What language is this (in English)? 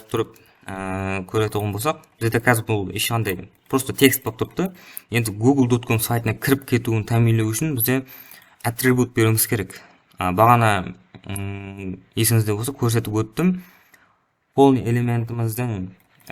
Kara-Kalpak